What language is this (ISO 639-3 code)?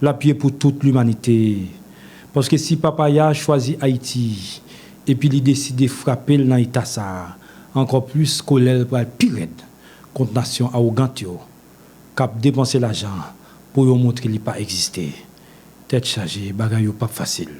hat